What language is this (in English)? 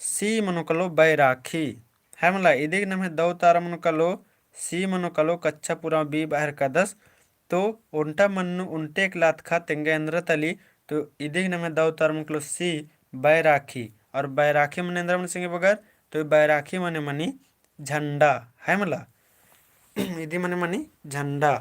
Kurukh